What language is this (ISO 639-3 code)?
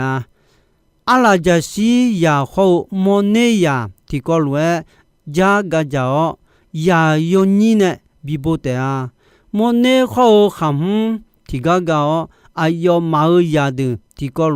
ahk